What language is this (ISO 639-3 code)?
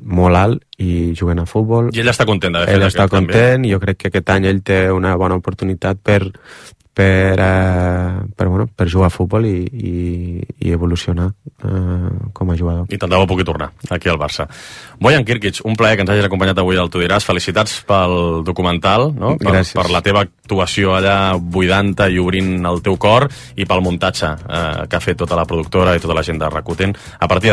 cat